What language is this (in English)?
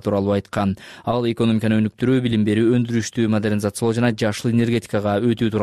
Kyrgyz